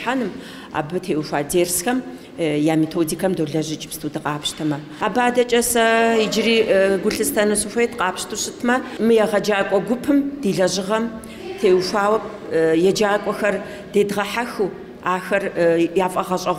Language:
Kabardian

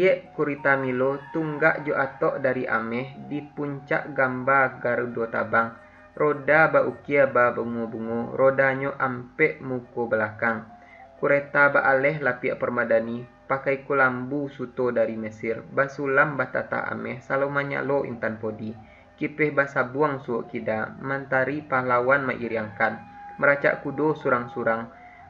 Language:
Minangkabau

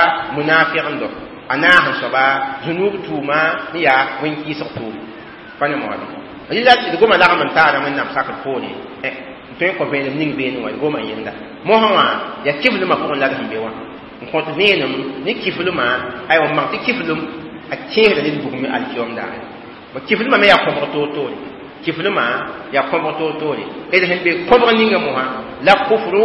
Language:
Mossi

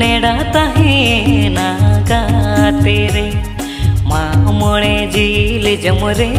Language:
Santali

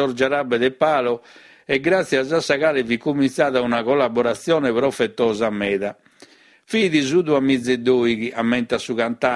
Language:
Sardinian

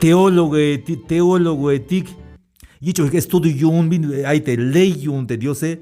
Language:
Tzeltal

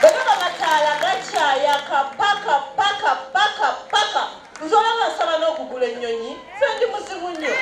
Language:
Ganda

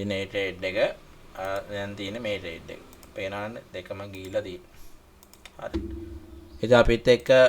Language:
Sinhala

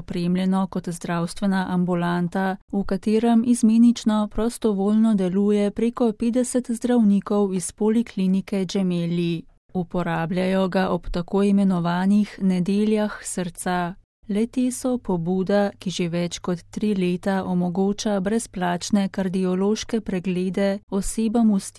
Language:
Slovenian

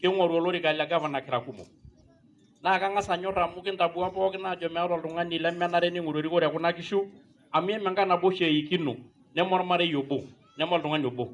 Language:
Masai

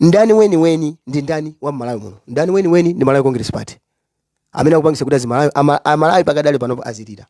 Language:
Nyanja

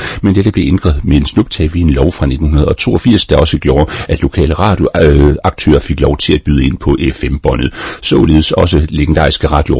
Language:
Danish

